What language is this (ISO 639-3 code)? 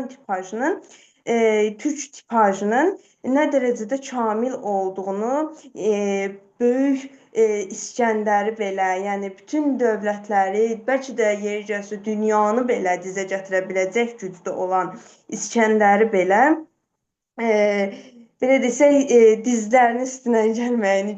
aze